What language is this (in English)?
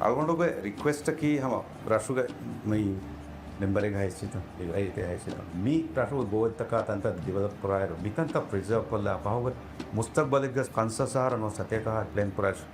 Divehi